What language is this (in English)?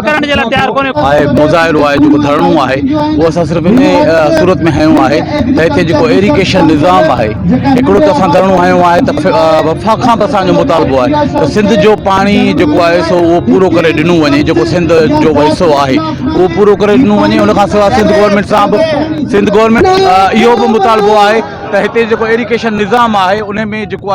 Sindhi